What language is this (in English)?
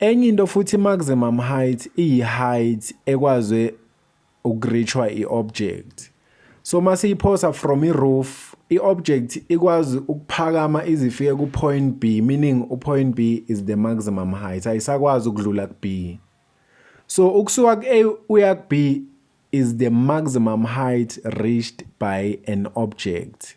Zulu